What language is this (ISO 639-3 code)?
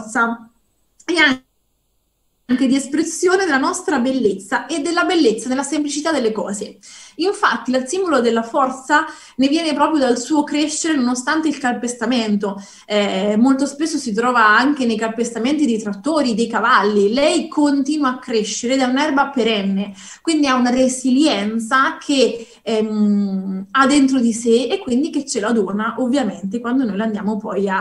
ita